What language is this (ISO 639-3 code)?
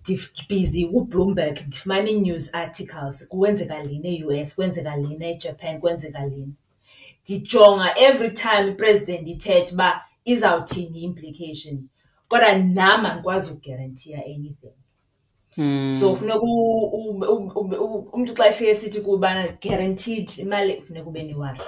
xho